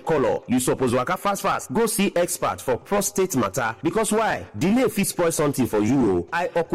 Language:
Nigerian Pidgin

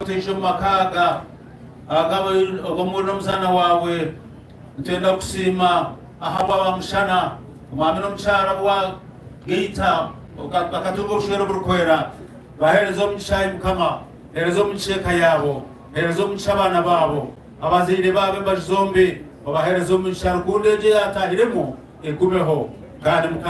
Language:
Nyankole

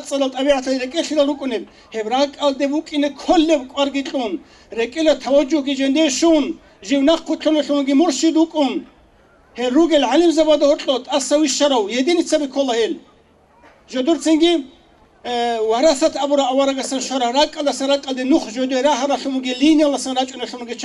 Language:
Avaric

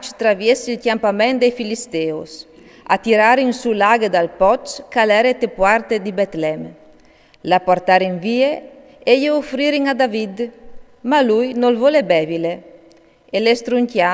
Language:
Friulian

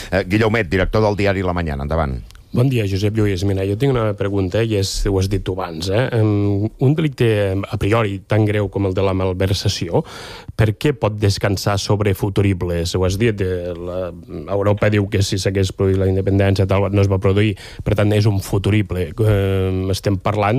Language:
Catalan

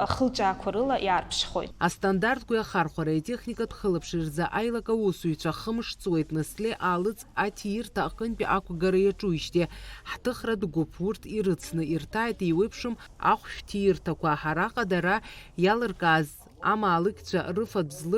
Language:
Abkhazian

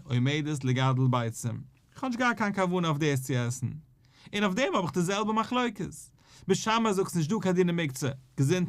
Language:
Yiddish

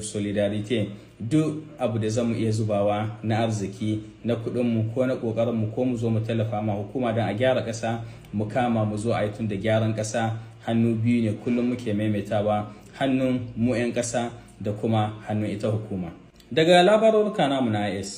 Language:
Hausa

